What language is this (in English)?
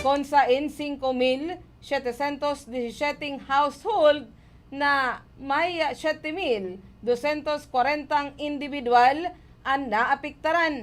Bikol